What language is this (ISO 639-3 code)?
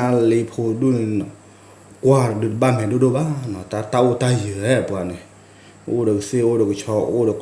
ksw